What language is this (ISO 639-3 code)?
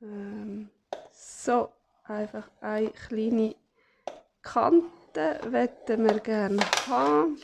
gsw